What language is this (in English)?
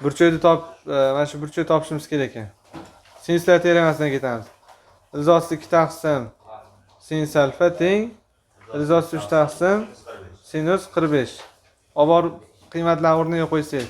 Uzbek